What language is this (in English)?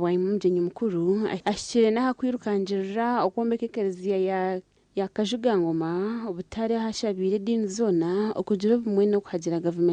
Nyankole